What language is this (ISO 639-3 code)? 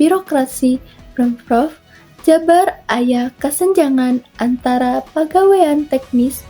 sun